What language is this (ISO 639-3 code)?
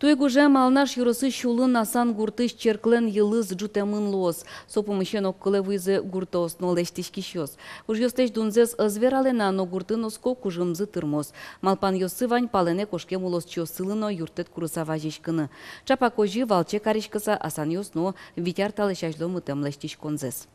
udm